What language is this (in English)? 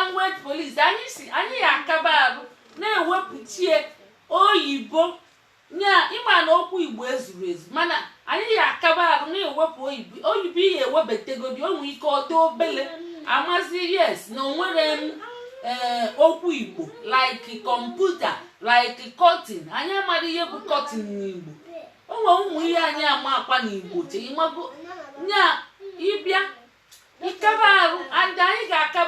Igbo